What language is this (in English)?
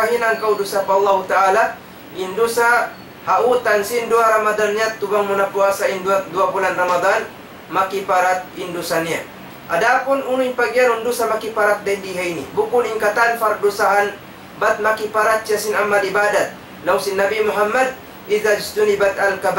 Tausug